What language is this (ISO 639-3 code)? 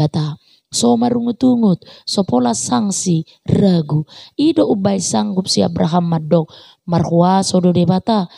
bbc